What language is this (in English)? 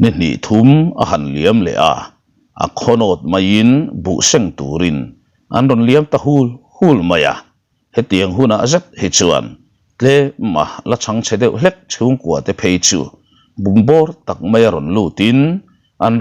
Mizo